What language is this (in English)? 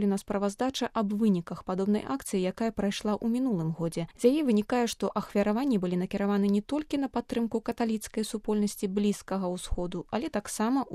Belarusian